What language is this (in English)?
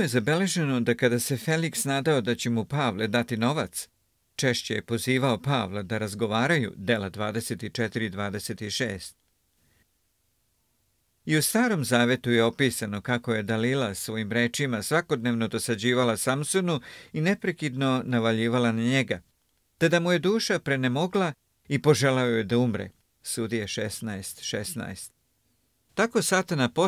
Serbian